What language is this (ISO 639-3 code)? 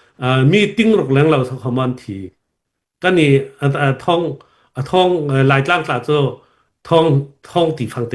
cfm